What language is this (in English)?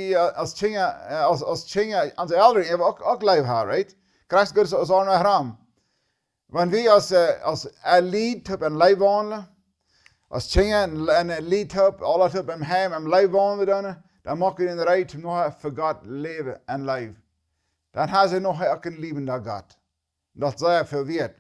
Plautdietsch